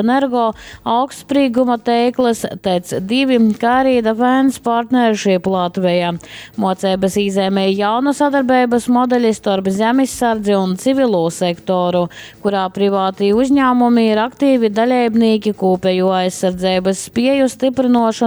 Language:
Latgalian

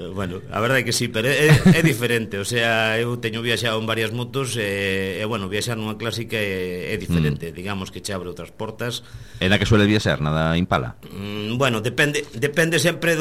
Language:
Galician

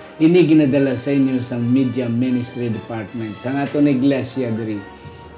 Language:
Hiligaynon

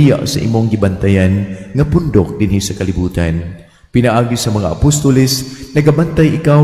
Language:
Cebuano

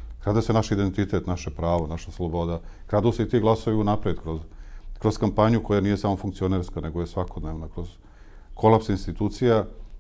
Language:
Serbian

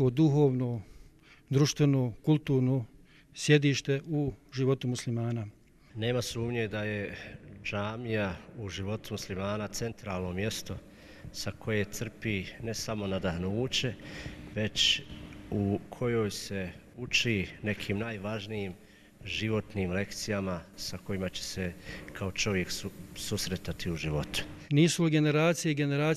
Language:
Bosnian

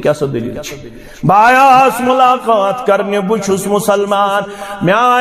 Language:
Kashmiri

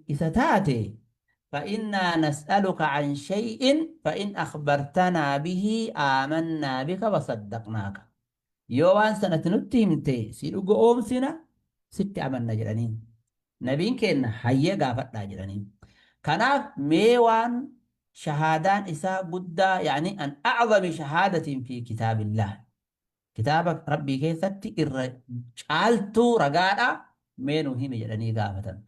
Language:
Oromo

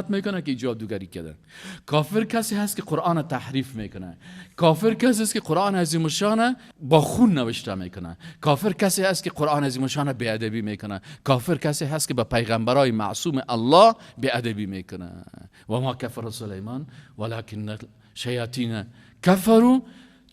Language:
Persian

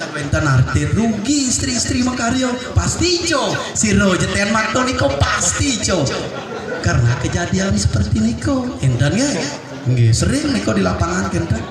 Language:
Balinese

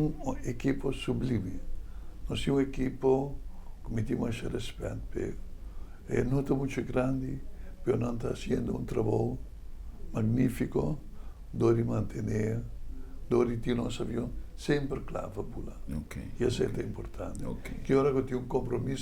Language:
Papiamento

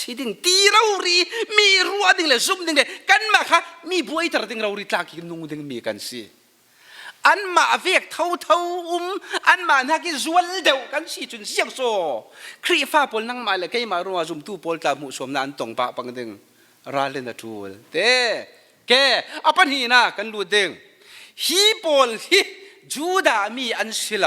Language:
Falam Chin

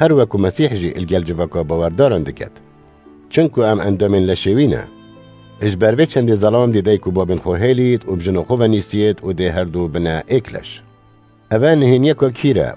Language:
Kurdish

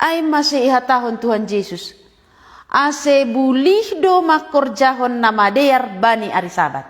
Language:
Batak Simalungun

